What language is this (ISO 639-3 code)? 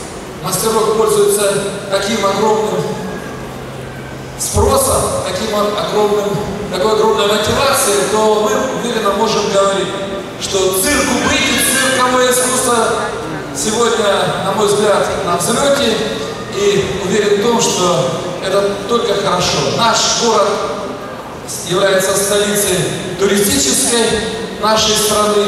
rus